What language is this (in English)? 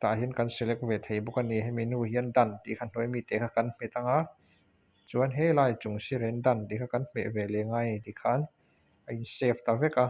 Mizo